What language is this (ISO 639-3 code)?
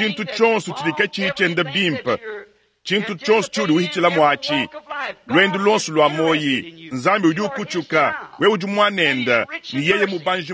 lua